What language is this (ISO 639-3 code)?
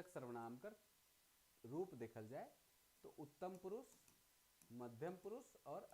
sck